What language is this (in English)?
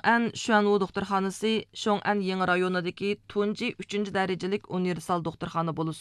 Uyghur